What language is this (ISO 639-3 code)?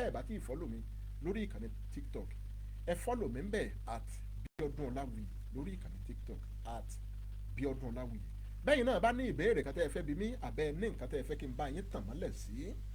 yor